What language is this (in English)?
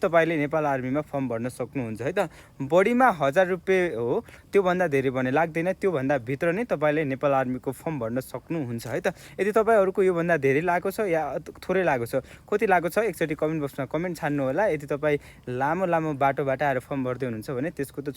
Nepali